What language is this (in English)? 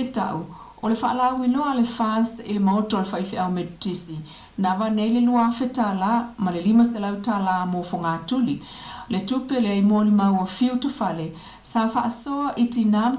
Samoan